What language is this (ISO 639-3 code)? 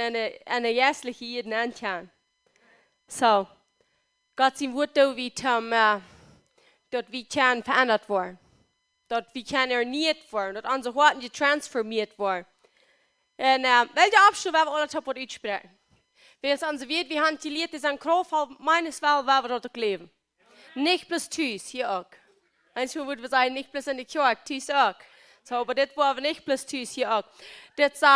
pdt